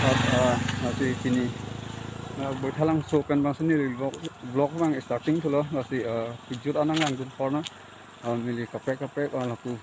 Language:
Karbi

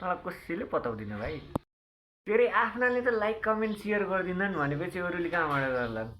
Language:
Nepali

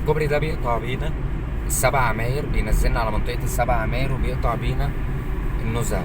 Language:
Egyptian Arabic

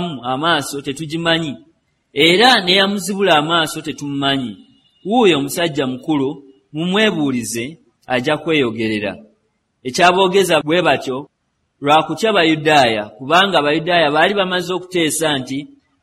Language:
Ganda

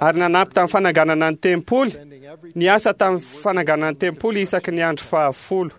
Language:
Malagasy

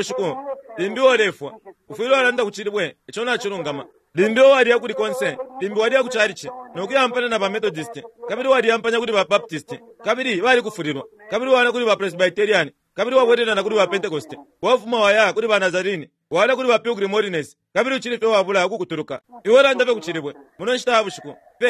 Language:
Bemba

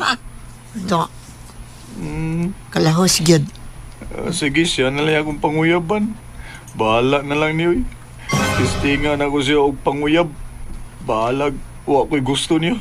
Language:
Cebuano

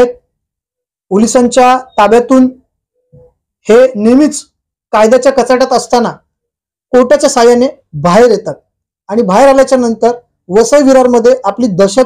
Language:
Marathi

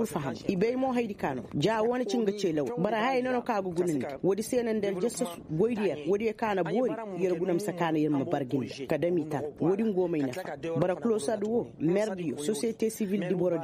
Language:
Koyraboro Senni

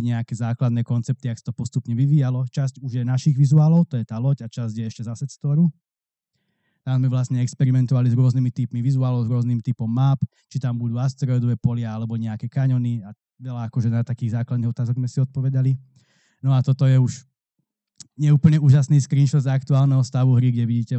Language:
Slovak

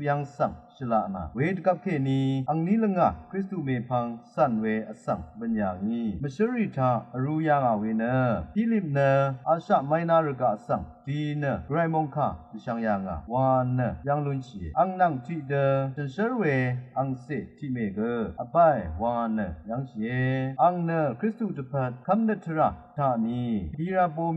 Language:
Rawang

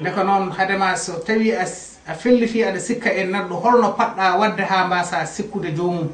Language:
Fula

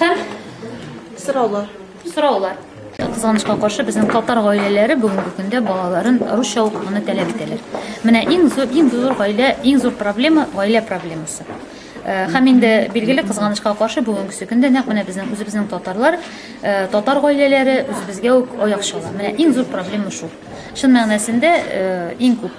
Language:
Tatar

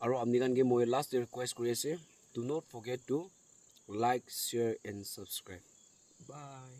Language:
Naga Pidgin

